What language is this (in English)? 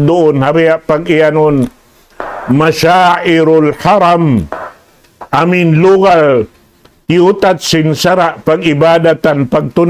Tausug